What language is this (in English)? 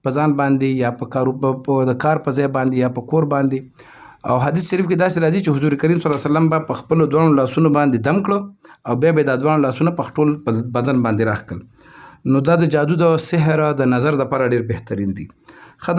Pashto